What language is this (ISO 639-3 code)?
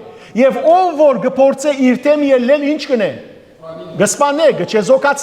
hyw